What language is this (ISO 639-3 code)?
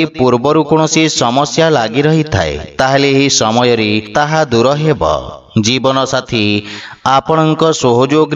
ori